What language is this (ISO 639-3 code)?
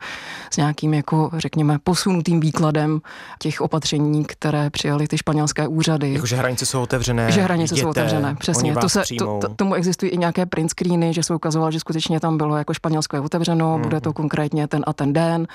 ces